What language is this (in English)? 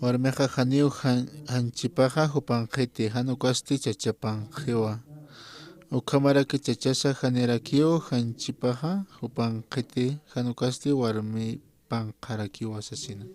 Aymara